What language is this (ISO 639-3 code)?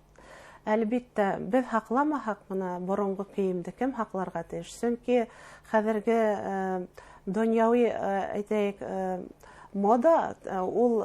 bak